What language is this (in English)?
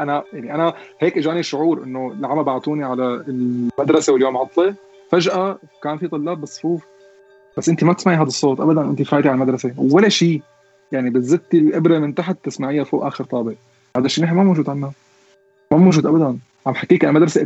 North Levantine Arabic